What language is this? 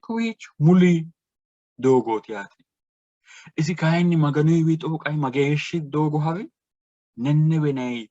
Sidamo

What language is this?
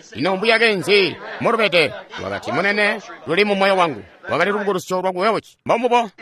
Tonga (Zambia)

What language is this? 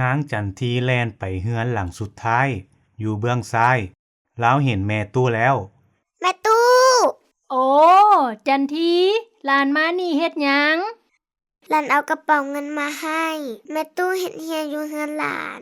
Lao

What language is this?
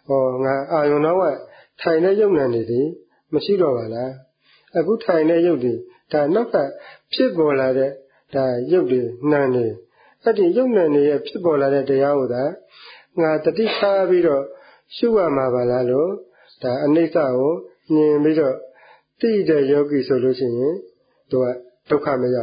Burmese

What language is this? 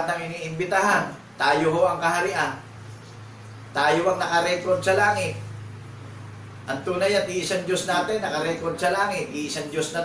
Filipino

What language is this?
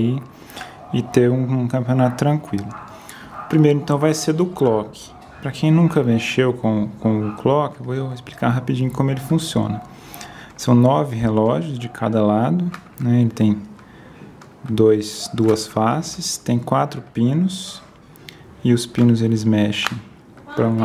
Portuguese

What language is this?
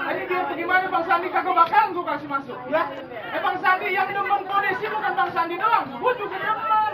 Betawi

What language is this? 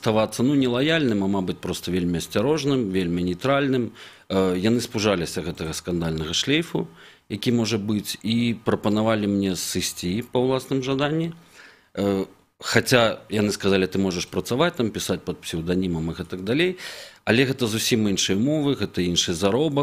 Belarusian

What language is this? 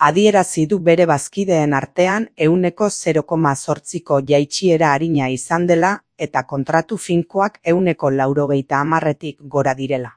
Basque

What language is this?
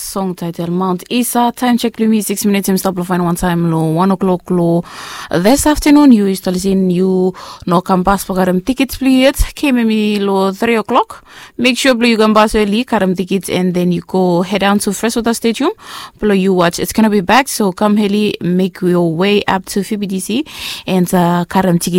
Bislama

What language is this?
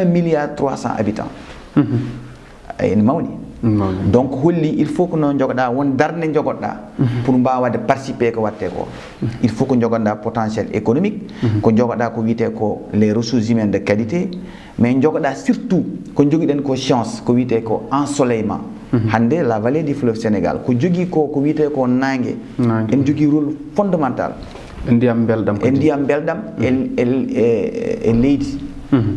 Fula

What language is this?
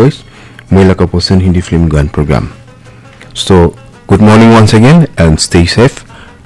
Naga Pidgin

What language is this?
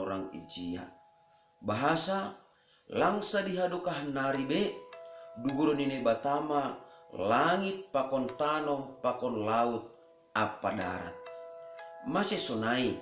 Batak Simalungun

